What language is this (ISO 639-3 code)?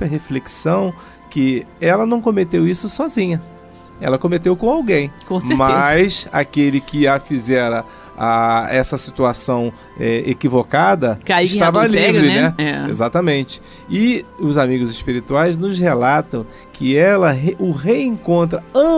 por